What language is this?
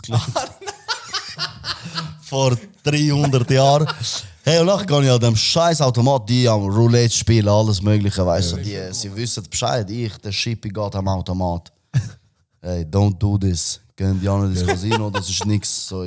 Swiss German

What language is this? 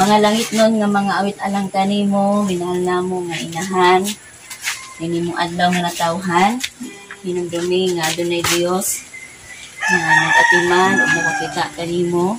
Cebuano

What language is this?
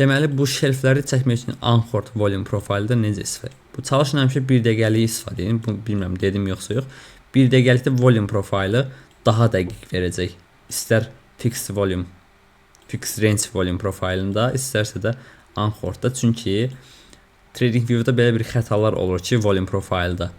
Azerbaijani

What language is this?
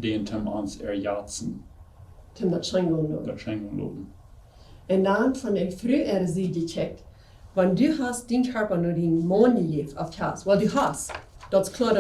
Plautdietsch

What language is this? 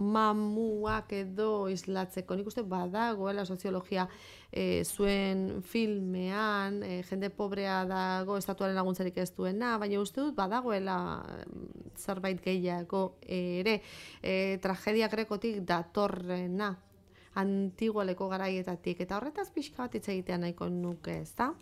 Basque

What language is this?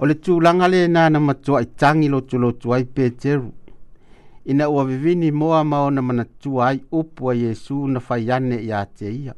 Samoan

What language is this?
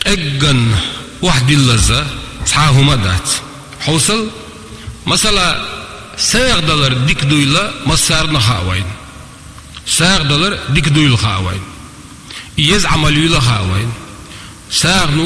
Chechen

